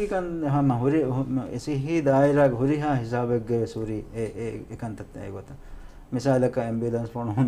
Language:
Divehi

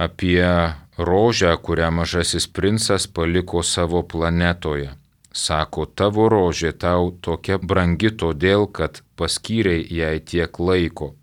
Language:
Lithuanian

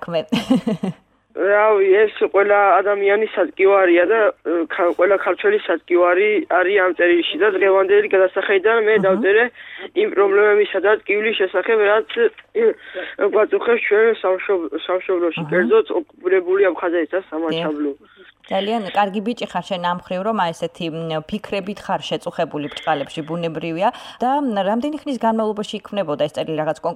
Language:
Georgian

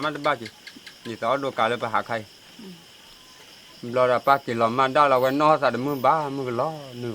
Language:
S'gaw Karen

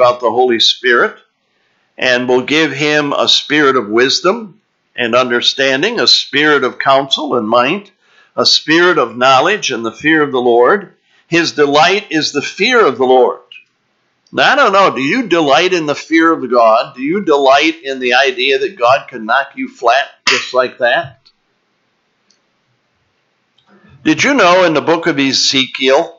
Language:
English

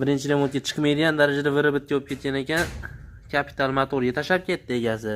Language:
Uzbek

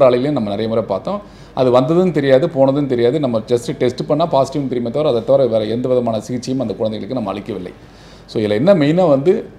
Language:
Tamil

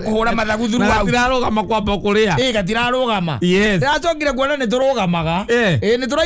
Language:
Kikuyu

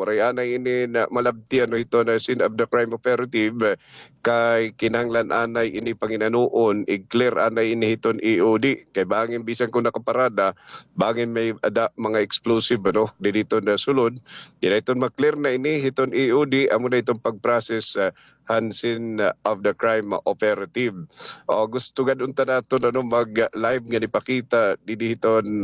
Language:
Waray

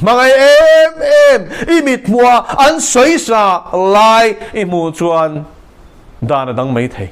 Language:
Mizo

